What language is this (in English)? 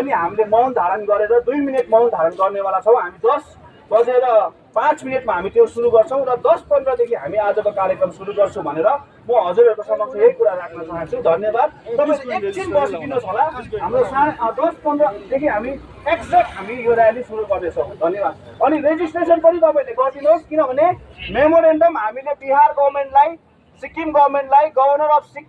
Nepali